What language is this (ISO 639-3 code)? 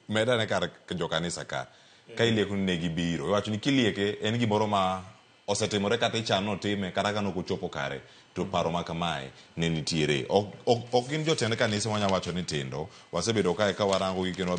luo